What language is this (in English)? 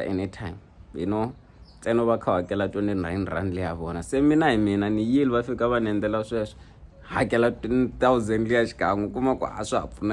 Tsonga